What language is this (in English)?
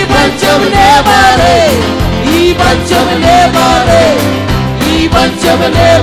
Marshallese